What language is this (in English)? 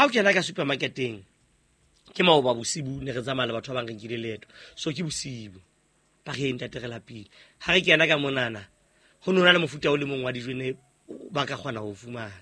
Southern Sotho